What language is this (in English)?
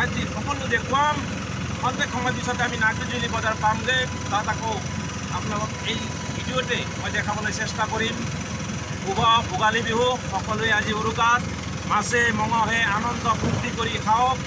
Assamese